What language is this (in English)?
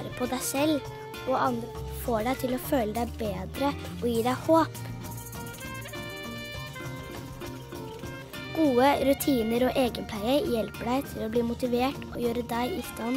Norwegian